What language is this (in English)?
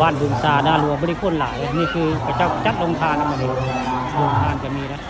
Northeastern Thai